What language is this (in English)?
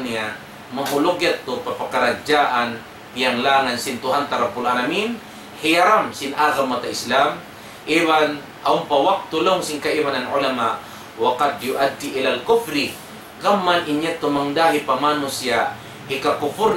Tausug